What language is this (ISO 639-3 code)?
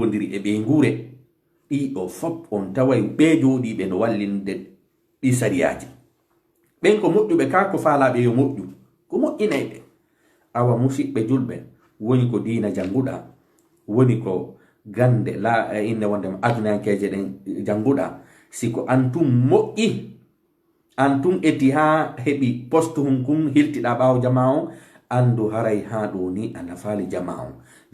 ful